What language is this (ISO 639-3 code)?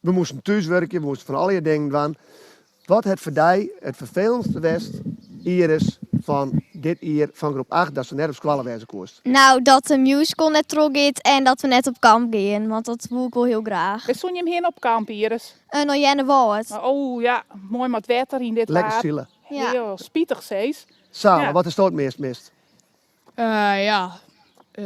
fry